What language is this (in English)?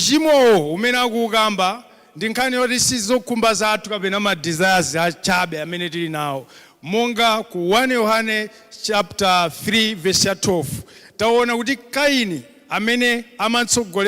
Nyanja